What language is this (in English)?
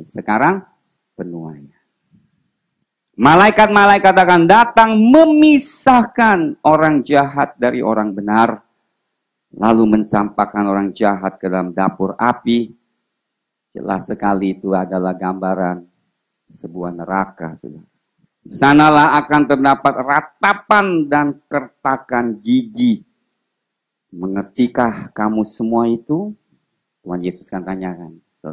Indonesian